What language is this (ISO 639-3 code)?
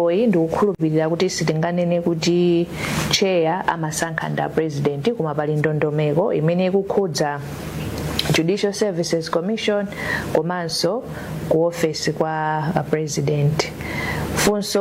nya